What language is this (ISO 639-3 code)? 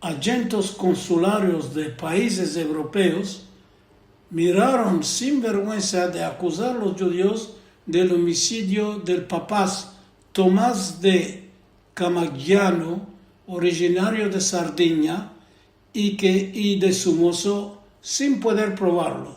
lad